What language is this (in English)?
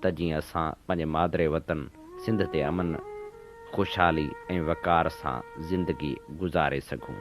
Sindhi